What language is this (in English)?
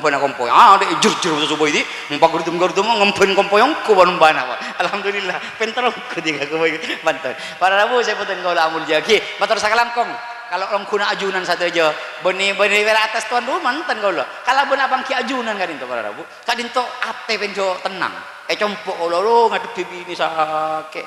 Madurese